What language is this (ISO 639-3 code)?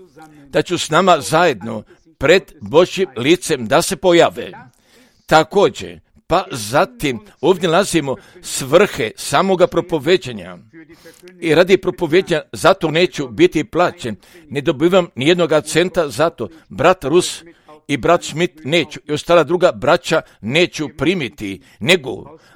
hrv